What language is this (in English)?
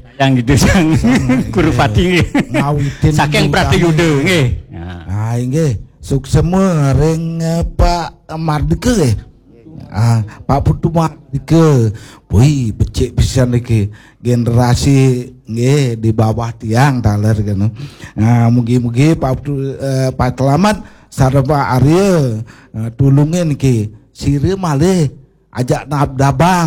Balinese